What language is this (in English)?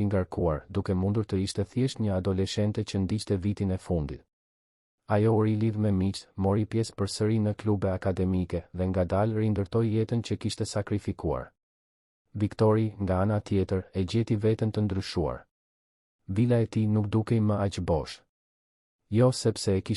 Albanian